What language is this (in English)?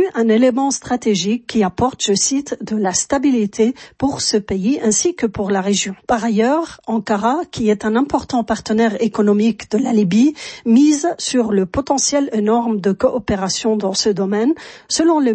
French